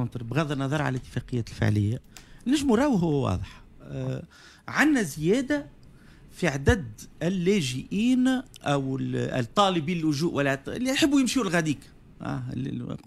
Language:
Tunisian Arabic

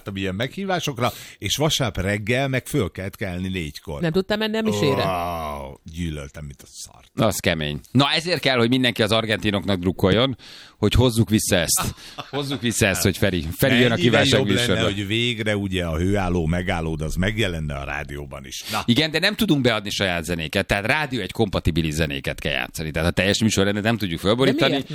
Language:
Hungarian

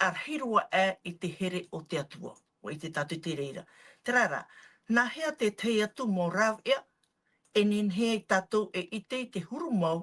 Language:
Tahitian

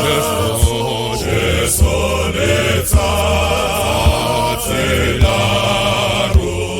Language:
Tswana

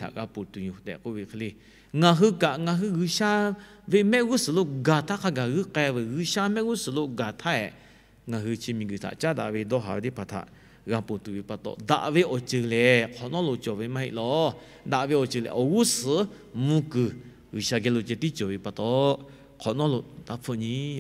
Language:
Lahu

